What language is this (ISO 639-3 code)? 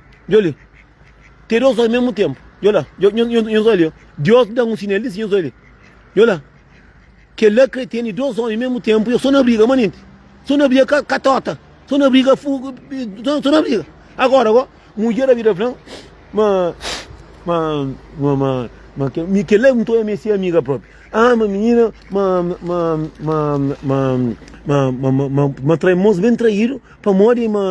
kea